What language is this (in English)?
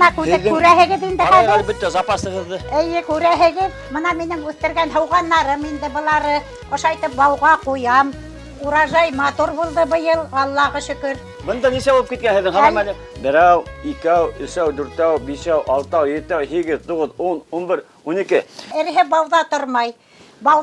Bashkir